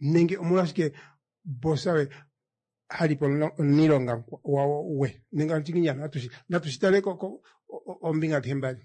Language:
Kuanyama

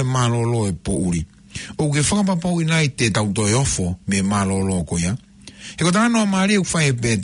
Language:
Tongan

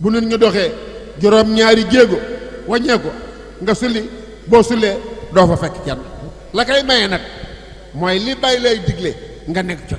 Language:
Wolof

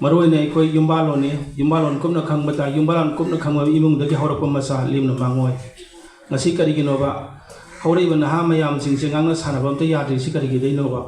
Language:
Manipuri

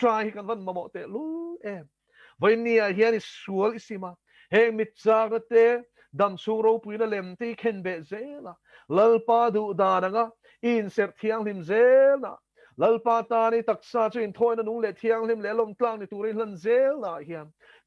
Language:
Mizo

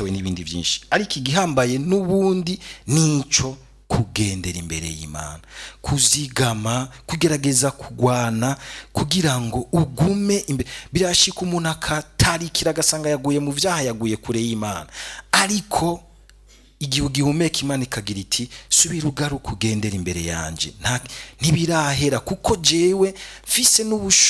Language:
Rundi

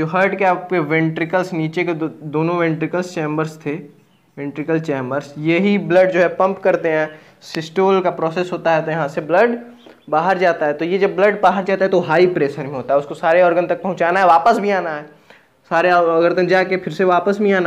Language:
Hindi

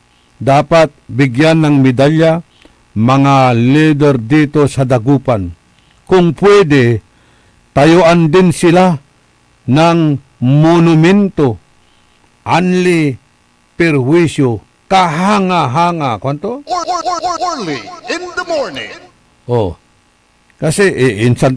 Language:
Pangasinan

